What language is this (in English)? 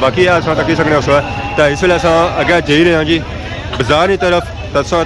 Pahari-Potwari